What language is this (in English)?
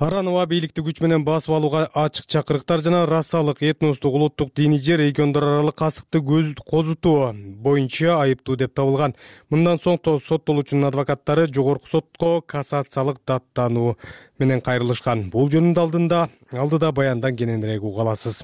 Kyrgyz